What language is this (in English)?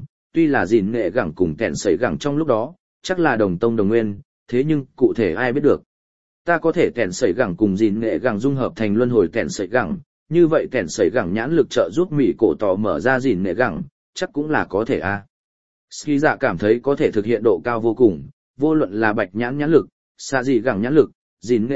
Vietnamese